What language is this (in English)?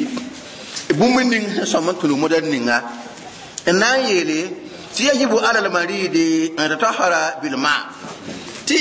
Mossi